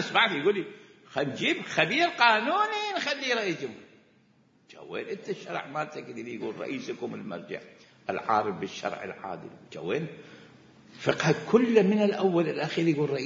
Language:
Mesopotamian Arabic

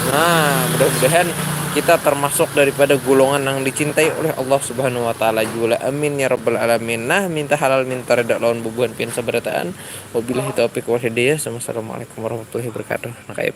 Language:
Banjar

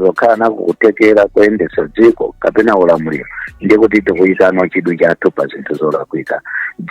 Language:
Nyanja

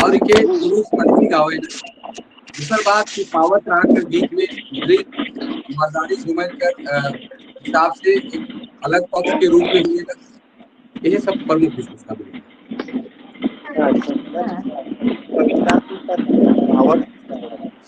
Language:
Sadri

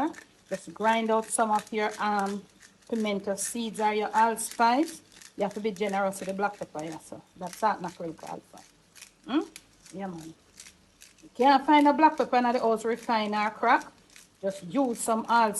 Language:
Jamaican Creole English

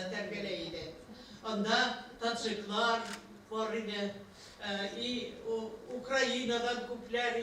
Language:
Bashkir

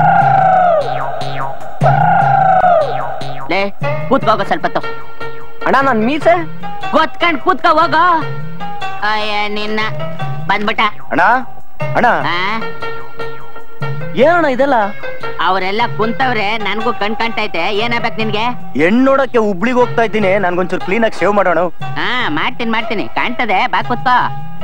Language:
Kannada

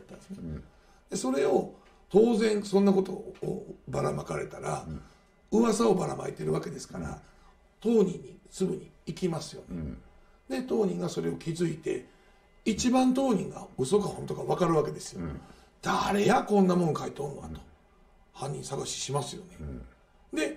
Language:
Japanese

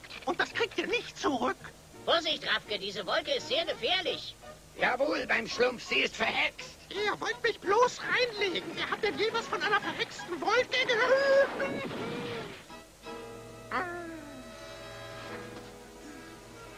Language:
German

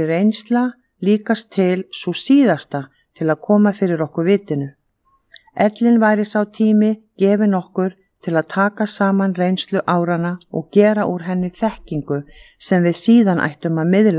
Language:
Icelandic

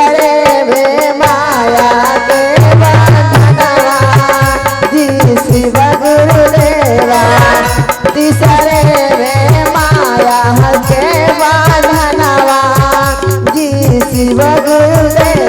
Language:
Magahi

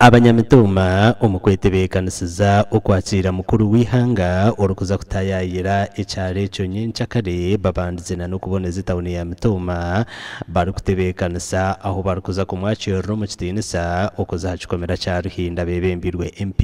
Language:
Nyankole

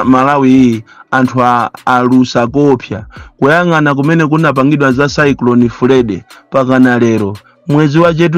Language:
Nyanja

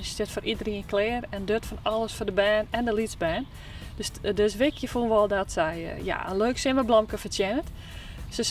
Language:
Western Frisian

